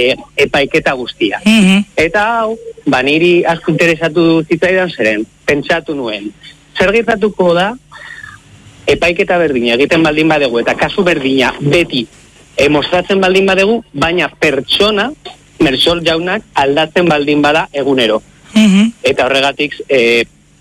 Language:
Basque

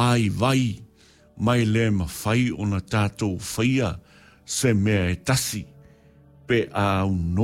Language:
Samoan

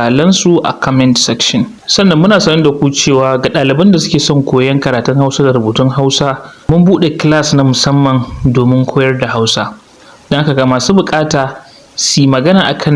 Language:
Hausa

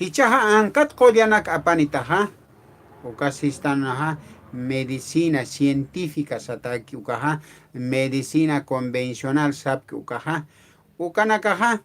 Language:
Aymara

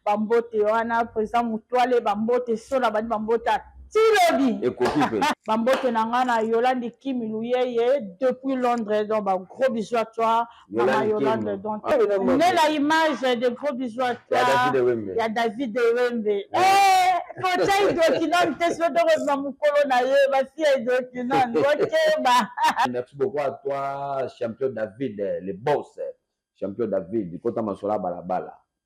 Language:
Lingala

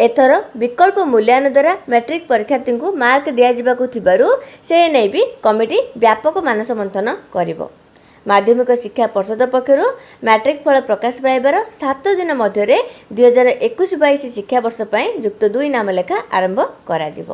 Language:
Odia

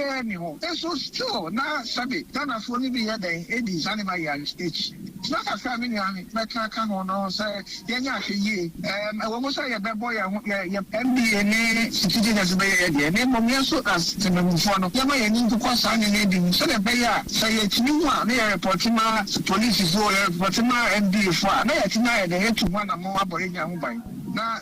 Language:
Akan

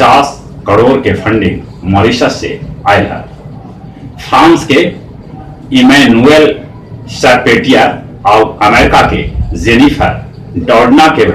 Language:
Magahi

